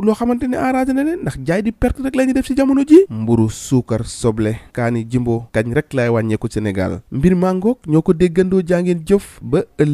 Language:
Wolof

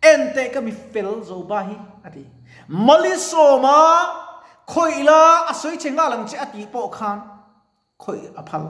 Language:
Mizo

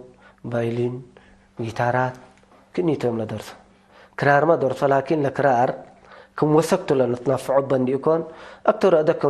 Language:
Tigre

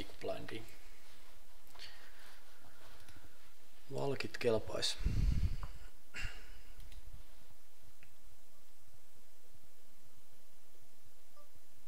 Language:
Finnish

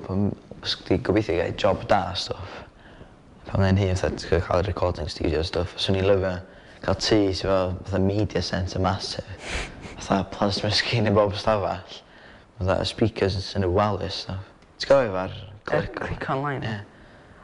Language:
Welsh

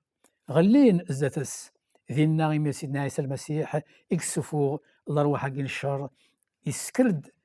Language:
Kabyle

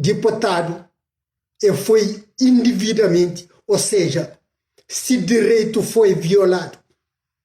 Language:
Kabuverdianu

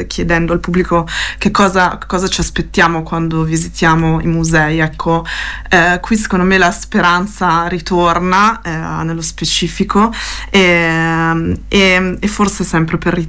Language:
Italian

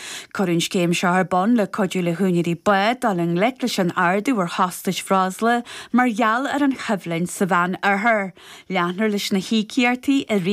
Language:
Irish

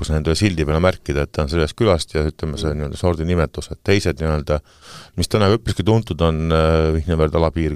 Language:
Estonian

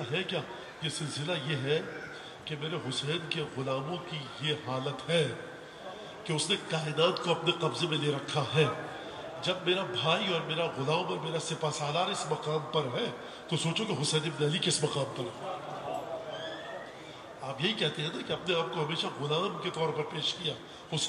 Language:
Urdu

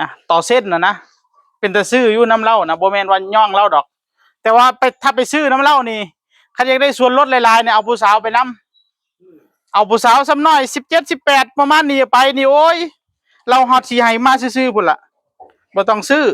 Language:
Northeastern Thai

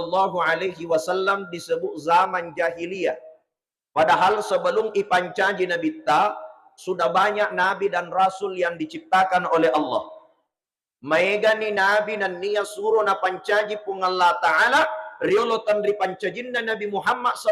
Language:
Buginese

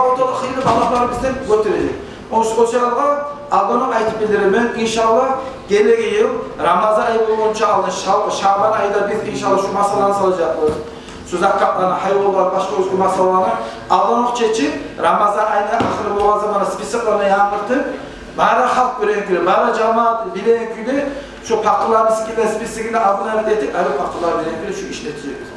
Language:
Kumyk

